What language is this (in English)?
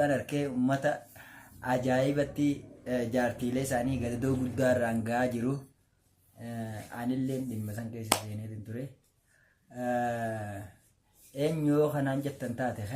Oromo